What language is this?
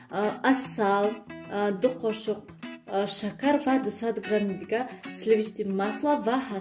Tajik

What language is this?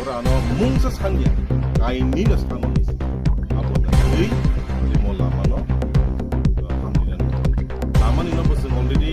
Kok Borok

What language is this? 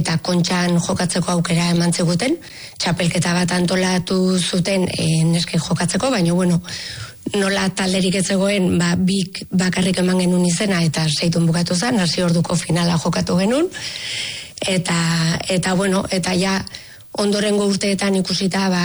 Basque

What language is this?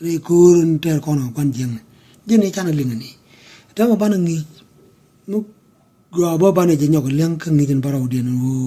Nuer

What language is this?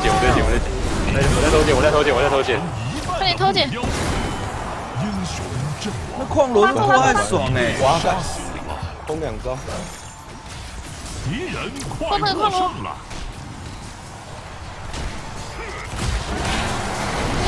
Chinese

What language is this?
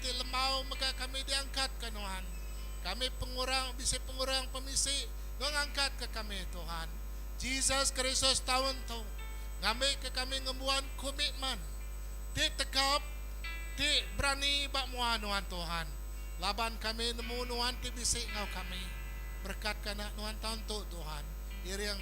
Iban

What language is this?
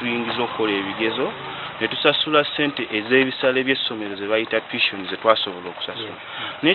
Ganda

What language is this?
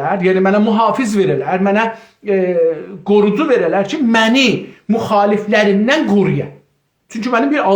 South Azerbaijani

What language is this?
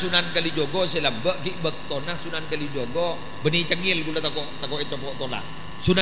Madurese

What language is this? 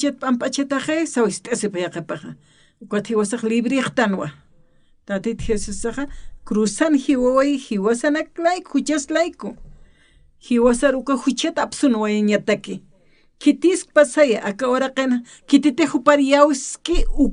Aymara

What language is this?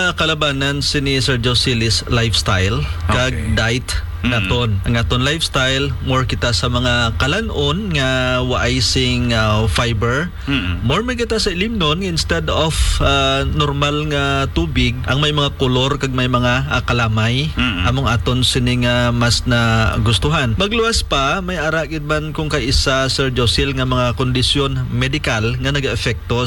Hiligaynon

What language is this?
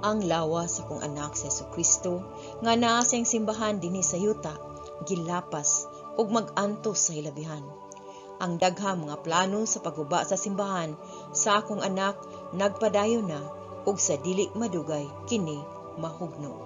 Cebuano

